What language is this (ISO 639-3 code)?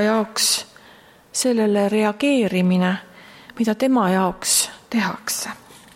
est